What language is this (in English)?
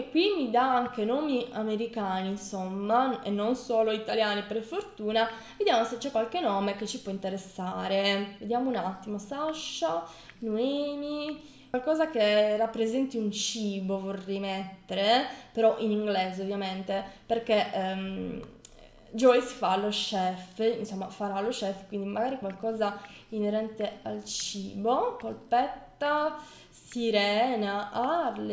Italian